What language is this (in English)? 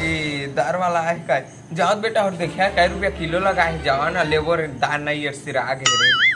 Chhattisgarhi